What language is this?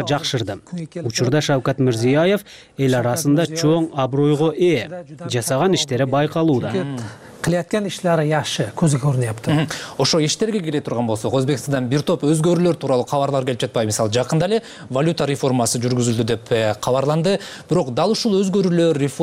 Kyrgyz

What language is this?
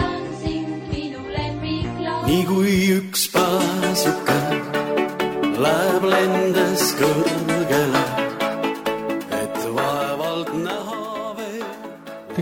Estonian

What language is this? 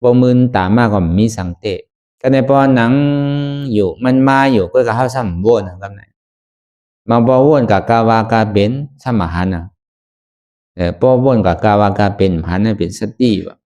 Shan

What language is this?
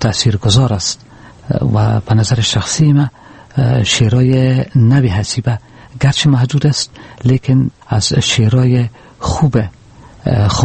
Persian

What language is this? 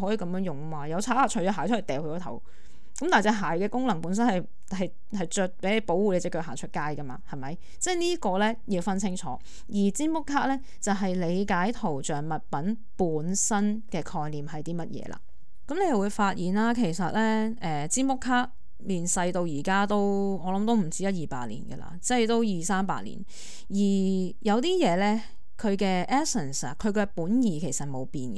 Cantonese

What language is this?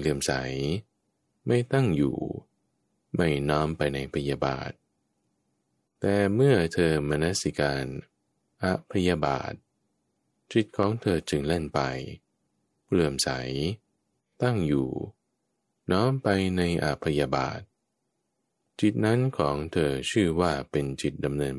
Thai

